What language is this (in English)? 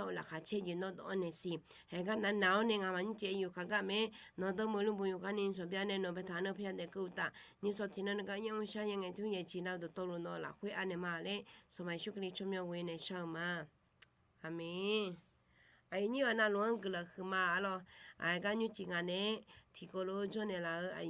Akha